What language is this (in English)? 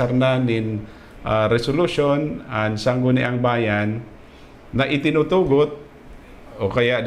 Bikol